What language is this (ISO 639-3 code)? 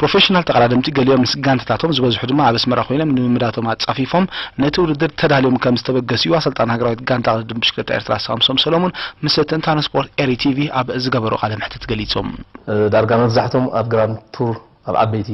tir